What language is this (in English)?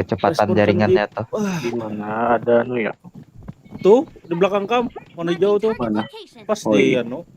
Banjar